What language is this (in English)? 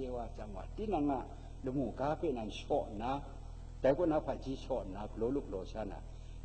Kachin